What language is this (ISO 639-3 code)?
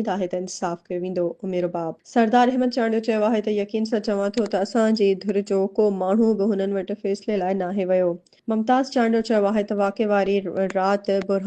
snd